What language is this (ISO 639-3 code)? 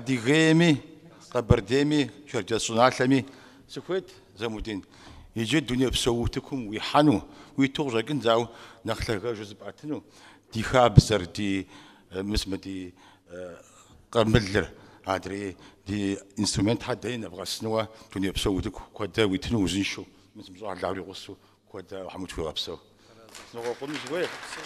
kbd